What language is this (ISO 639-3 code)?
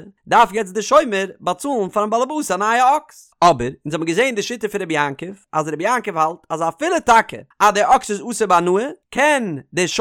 yid